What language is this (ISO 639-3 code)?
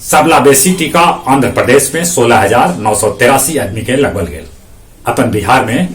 mag